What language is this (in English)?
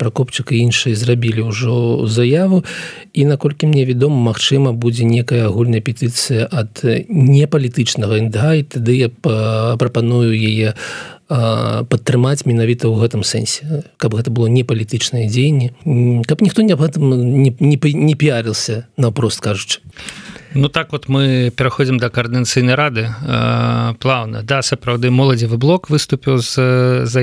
Belarusian